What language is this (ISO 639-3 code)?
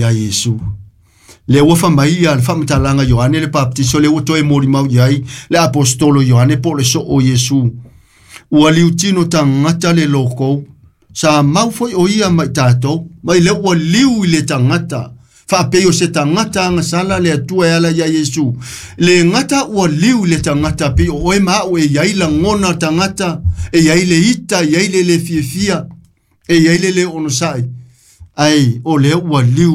smo